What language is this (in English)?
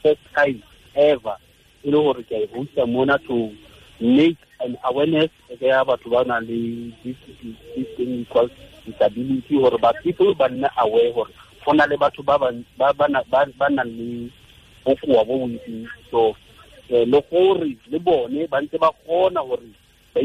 Tswana